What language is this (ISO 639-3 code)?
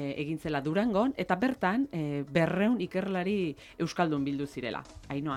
eus